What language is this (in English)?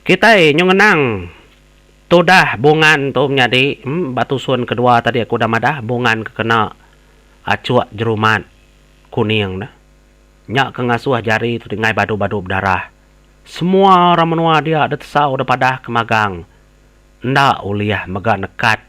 Iban